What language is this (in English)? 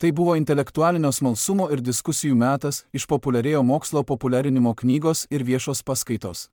Lithuanian